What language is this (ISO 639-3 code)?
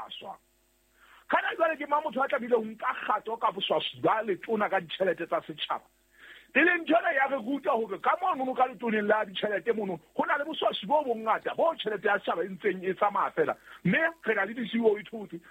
sot